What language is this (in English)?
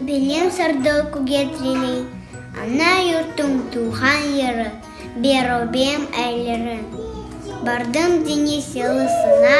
Crimean Tatar